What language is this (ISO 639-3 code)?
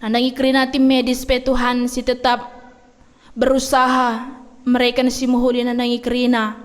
btx